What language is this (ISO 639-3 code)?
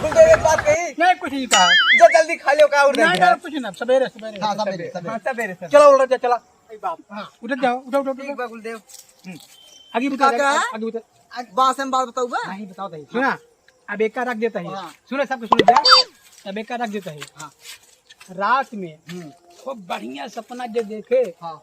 awa